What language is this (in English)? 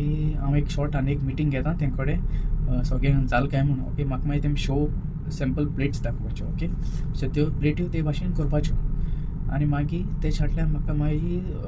Konkani